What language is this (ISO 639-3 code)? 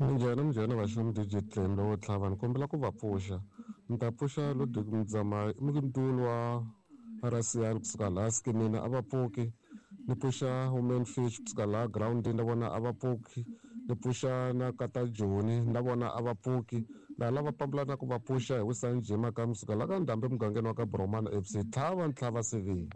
tso